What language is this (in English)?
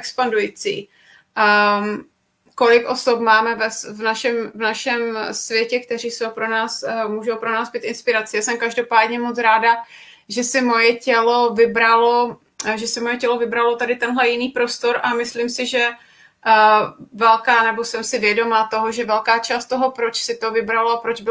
Czech